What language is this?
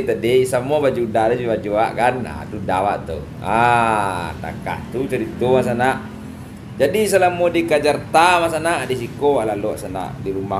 Minangkabau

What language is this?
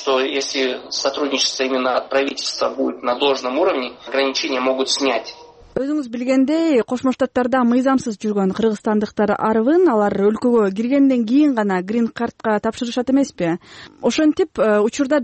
Kyrgyz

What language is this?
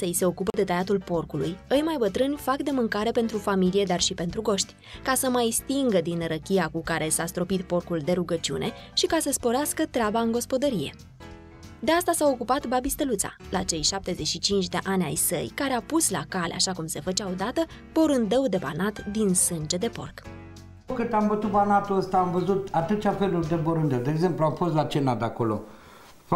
Romanian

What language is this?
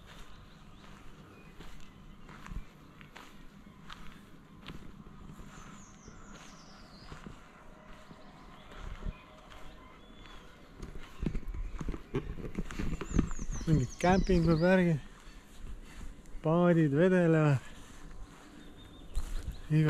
Estonian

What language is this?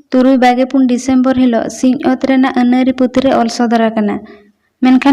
Santali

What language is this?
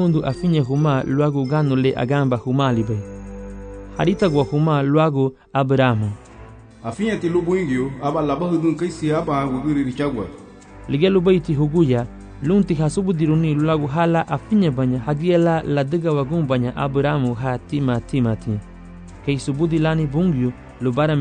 Garifuna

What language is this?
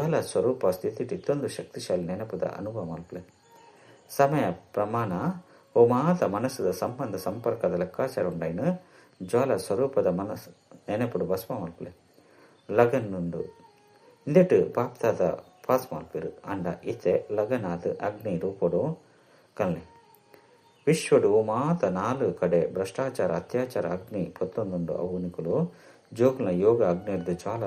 Tulu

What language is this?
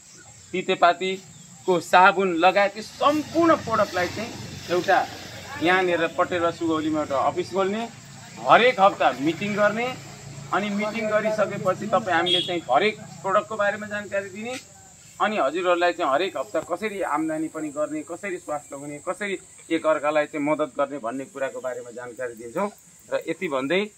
Nepali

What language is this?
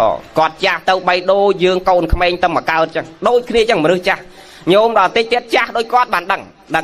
Khmer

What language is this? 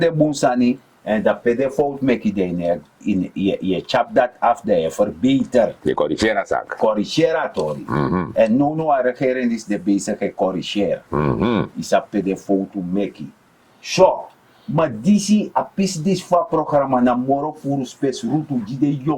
Sranan Tongo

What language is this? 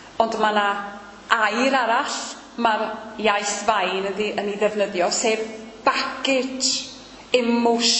Welsh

